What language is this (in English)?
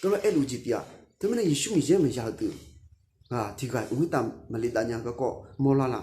Akha